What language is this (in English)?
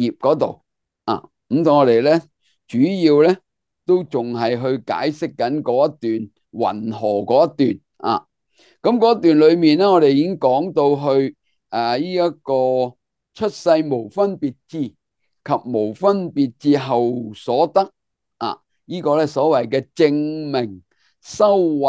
Cantonese